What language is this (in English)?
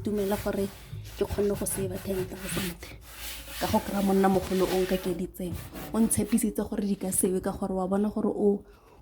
Tswana